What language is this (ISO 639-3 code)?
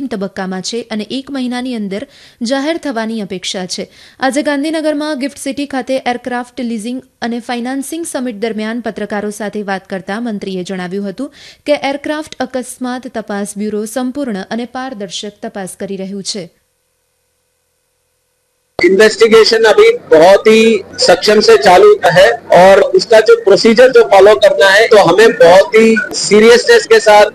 guj